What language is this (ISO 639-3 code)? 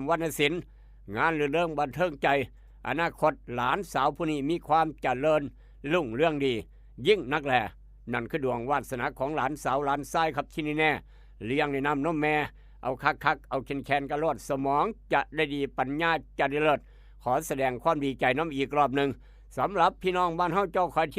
tts